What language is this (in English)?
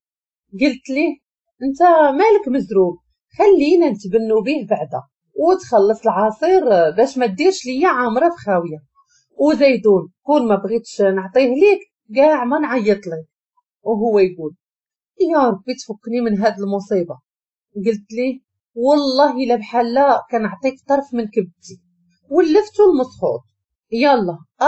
Moroccan Arabic